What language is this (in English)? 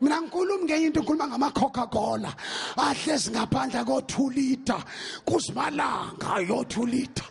Zulu